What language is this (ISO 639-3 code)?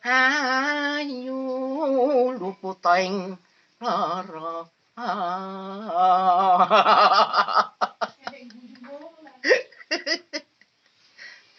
jav